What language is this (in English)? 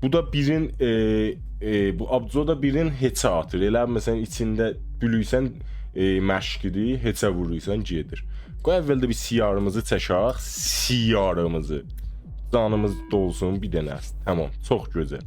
South Azerbaijani